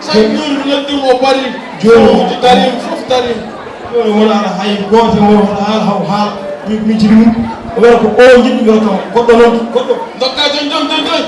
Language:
Fula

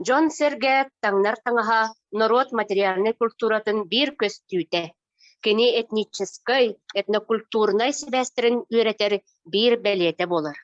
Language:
Yakut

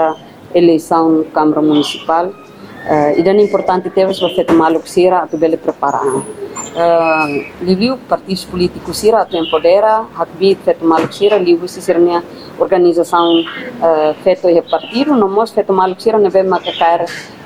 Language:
Tetum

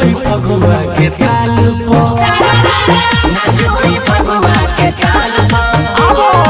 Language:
Bhojpuri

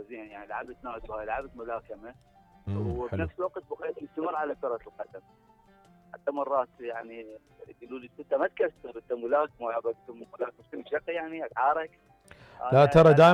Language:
Mesopotamian Arabic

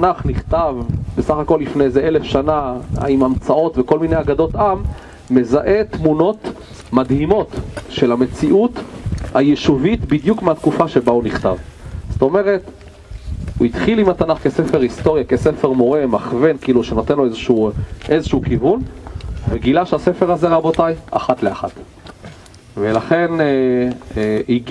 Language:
Hebrew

